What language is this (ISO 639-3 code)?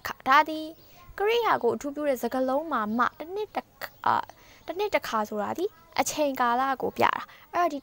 mya